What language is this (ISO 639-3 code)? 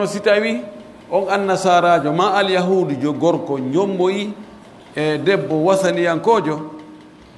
fuf